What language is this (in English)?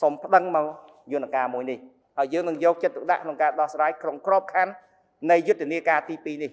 Khmer